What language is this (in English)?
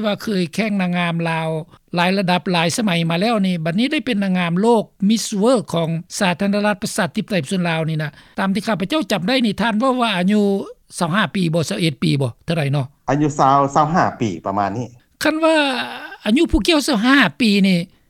Lao